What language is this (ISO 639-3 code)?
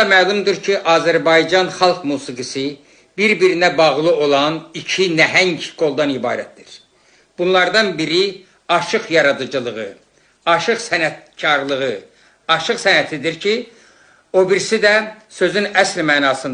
aze